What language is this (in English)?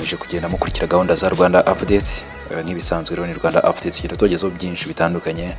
Kinyarwanda